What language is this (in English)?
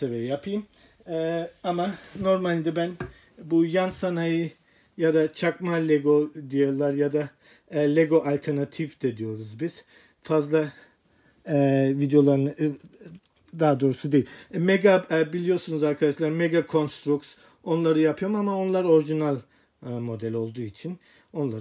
Turkish